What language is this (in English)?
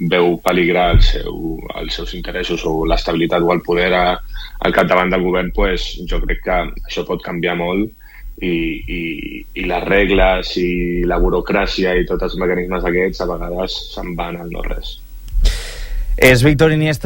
Catalan